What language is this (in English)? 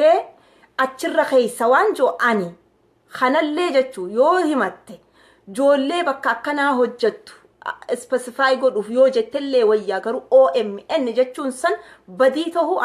Oromo